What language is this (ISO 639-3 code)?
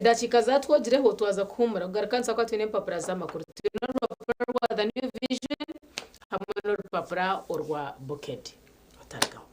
nyn